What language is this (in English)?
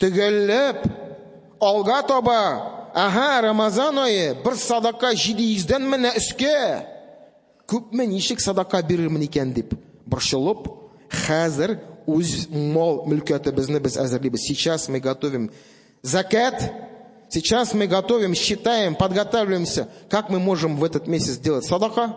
Tatar